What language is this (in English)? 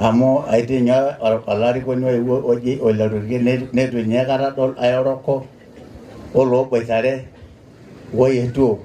Masai